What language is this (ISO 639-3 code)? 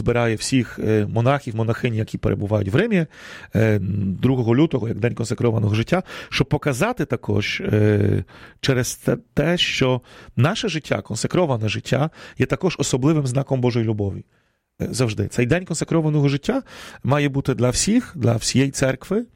ukr